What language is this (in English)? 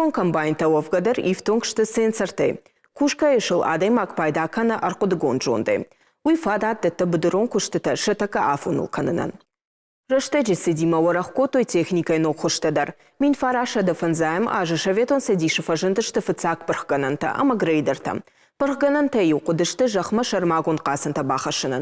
Ossetic